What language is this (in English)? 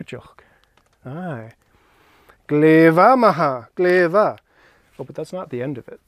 Scottish Gaelic